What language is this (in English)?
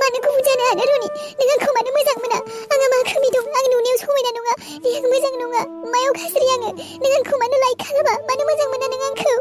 Bodo